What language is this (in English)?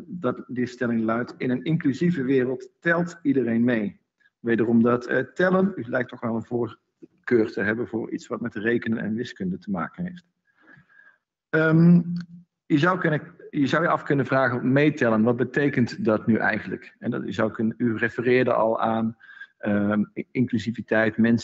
Dutch